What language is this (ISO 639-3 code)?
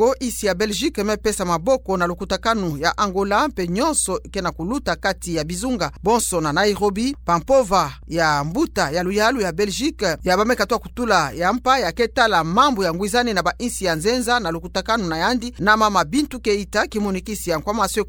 ktu